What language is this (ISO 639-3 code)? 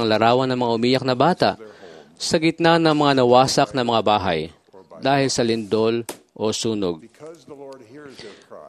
fil